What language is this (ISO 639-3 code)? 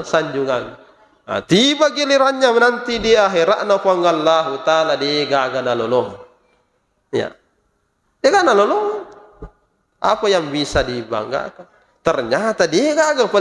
bug